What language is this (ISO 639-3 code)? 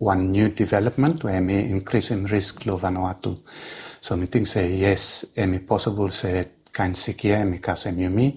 bis